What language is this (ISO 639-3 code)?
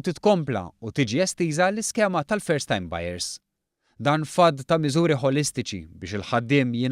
mlt